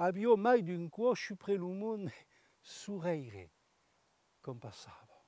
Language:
Occitan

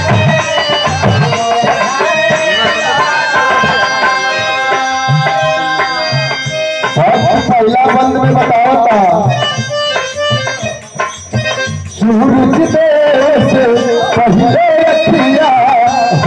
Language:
Bhojpuri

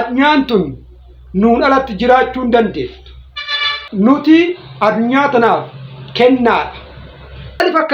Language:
Oromo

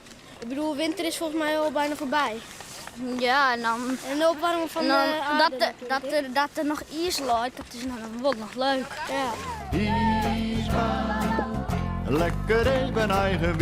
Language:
Western Frisian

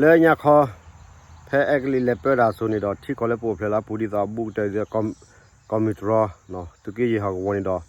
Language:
S'gaw Karen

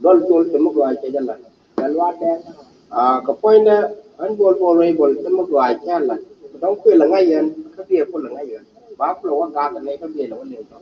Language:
Nuer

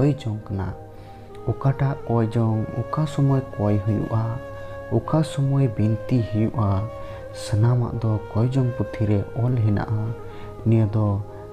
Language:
Santali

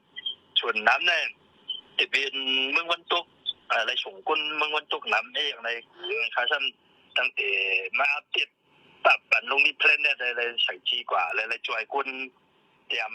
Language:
Shan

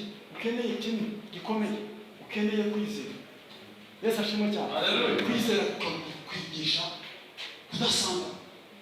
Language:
Kinyarwanda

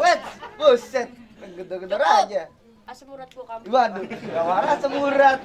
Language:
Betawi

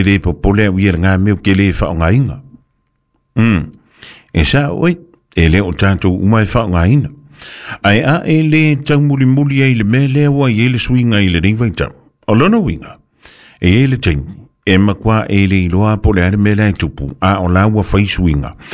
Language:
Samoan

